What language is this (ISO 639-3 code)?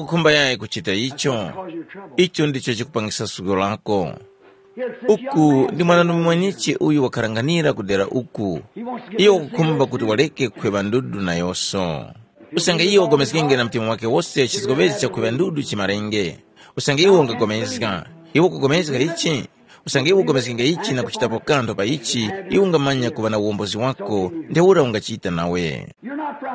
tum